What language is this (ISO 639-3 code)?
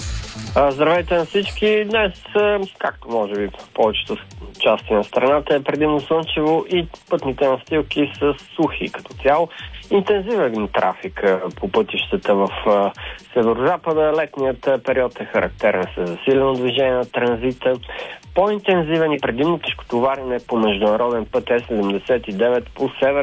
bul